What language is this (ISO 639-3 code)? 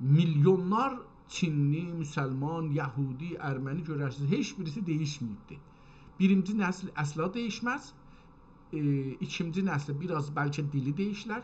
azb